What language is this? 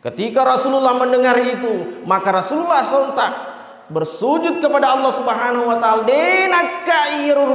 Buginese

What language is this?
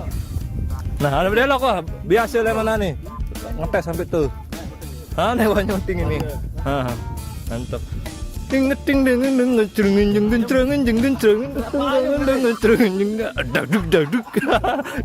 Sasak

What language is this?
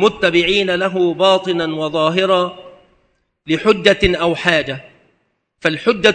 Arabic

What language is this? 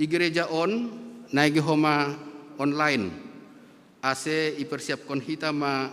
Batak Simalungun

